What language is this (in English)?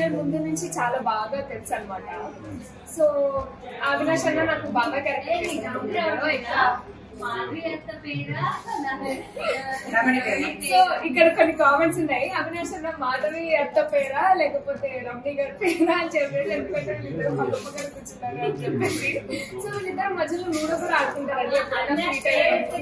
Telugu